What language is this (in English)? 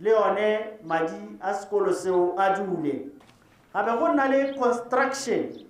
Tswana